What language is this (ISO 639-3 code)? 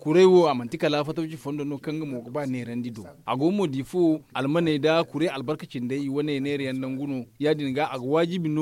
dje